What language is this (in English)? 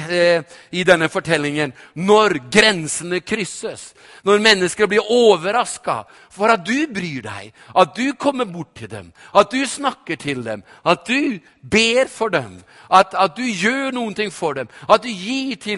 Norwegian